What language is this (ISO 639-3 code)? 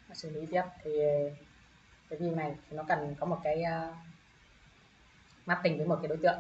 vie